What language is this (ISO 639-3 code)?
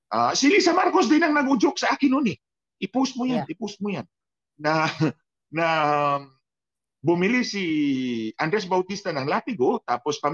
fil